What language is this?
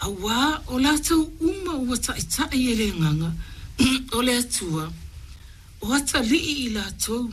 Samoan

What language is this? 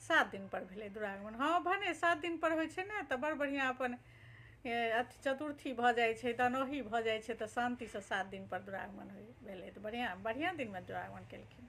Maithili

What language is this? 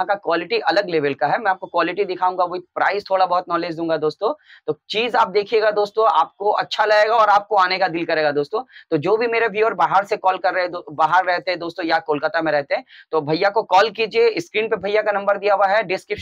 Hindi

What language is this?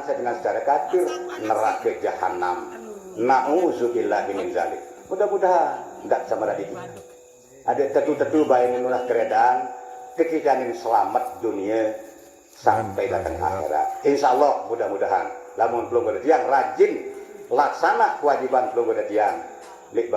Sasak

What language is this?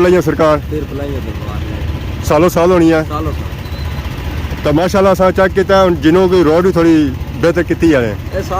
Pahari-Potwari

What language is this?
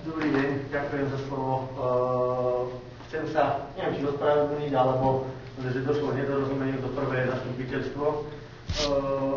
Slovak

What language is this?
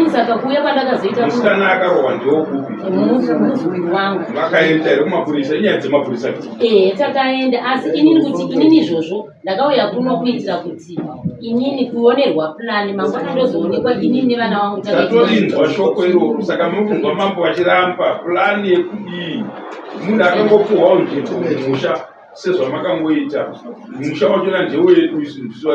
Shona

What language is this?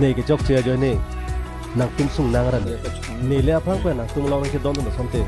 Karbi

